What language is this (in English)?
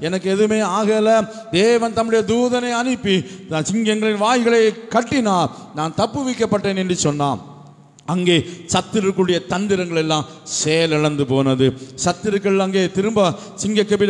Tamil